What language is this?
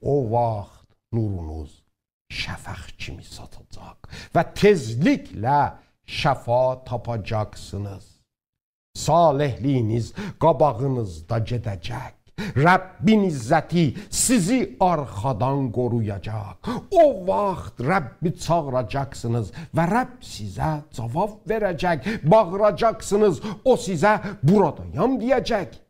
South Azerbaijani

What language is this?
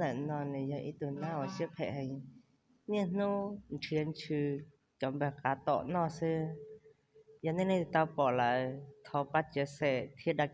Hmong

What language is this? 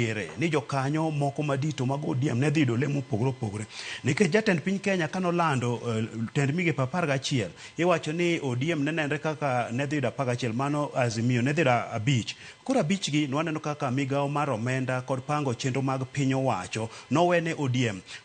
Luo (Kenya and Tanzania)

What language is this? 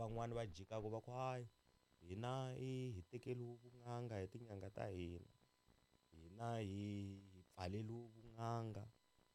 Tsonga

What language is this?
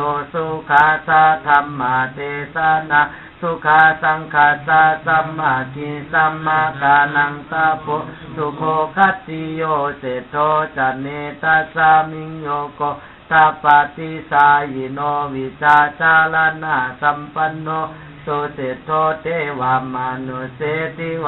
Pali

